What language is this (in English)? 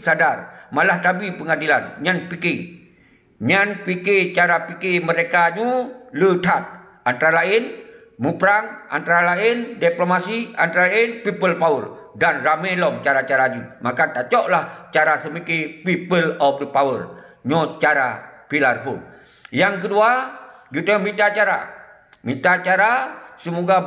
Achinese